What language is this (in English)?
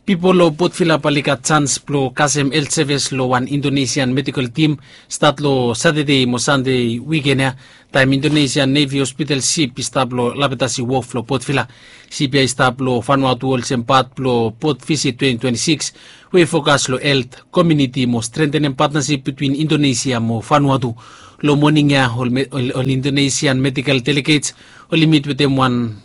Bislama